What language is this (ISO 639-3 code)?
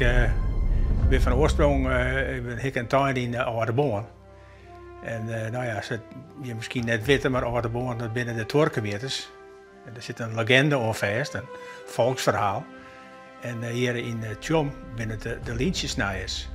fry